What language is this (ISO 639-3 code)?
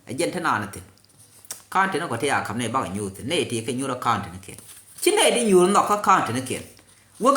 nus